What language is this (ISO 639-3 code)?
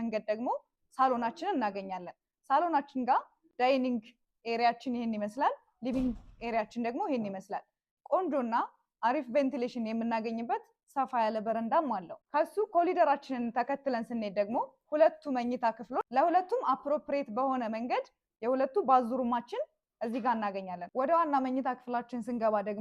amh